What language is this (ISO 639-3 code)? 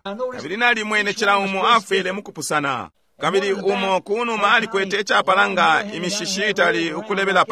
bem